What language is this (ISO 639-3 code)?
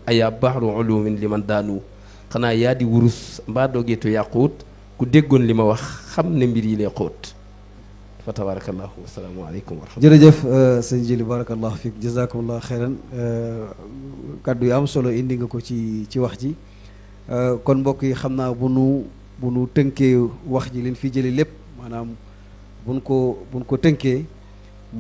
wol